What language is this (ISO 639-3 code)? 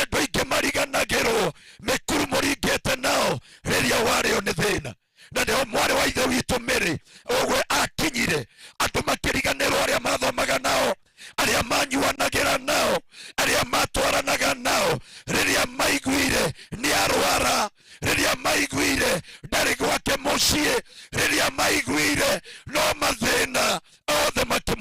kik